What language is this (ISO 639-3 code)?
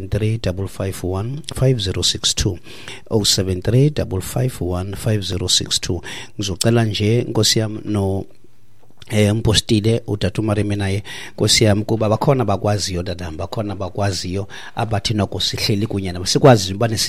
xho